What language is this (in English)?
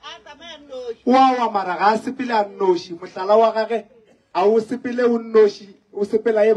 Northern Sotho